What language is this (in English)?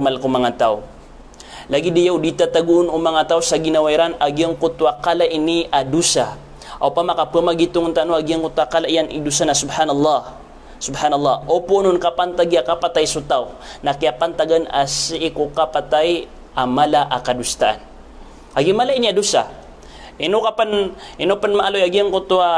Maranao